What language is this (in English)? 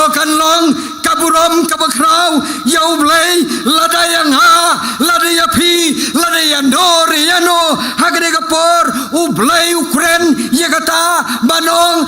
Khasi